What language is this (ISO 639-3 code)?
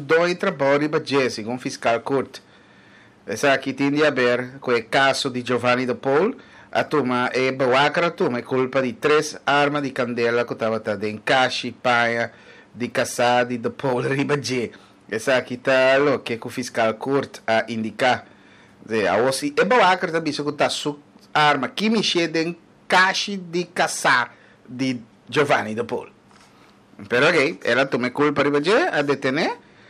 pap